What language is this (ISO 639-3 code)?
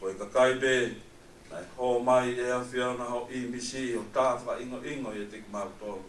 ton